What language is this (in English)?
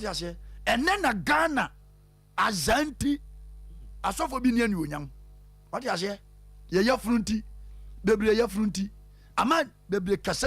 Akan